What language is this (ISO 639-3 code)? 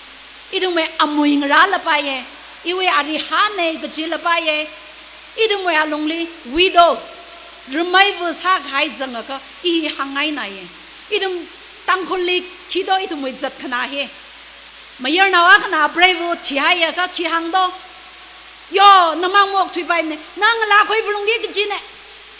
nmf